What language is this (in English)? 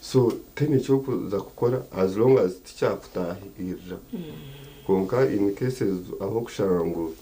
Nyankole